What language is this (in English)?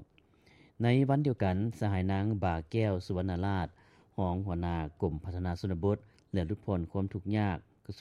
Lao